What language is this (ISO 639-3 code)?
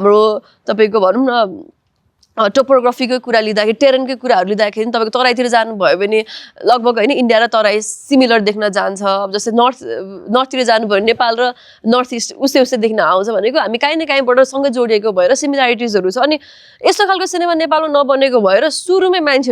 nep